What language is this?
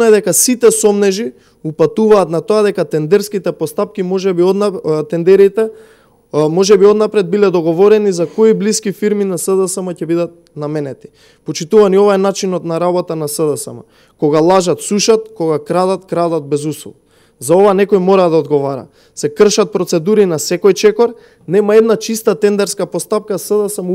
Macedonian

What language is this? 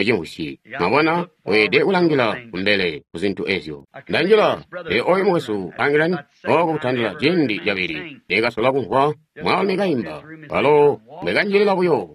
Tonga (Zambia)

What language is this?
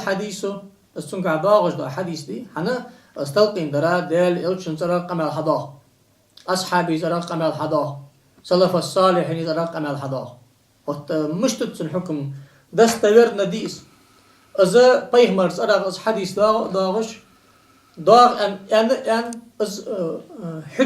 Ingush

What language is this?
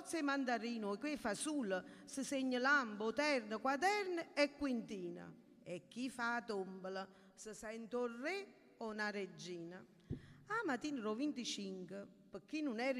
Neapolitan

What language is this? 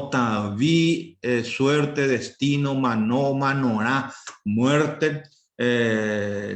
Guarani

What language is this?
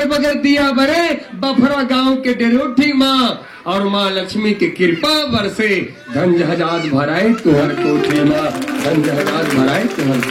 Chhattisgarhi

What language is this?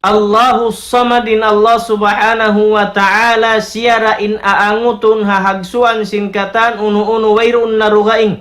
Tausug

